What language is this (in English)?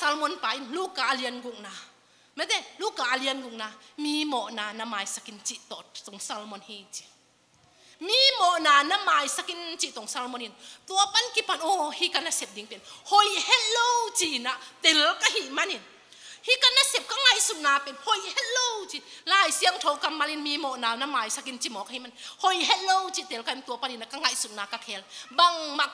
Tedim Chin